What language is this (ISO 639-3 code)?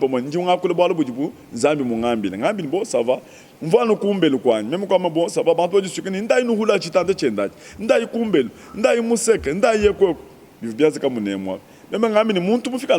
lua